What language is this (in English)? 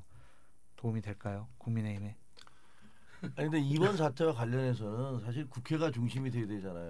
Korean